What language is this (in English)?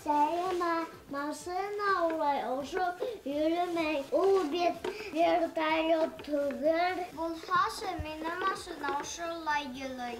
Bashkir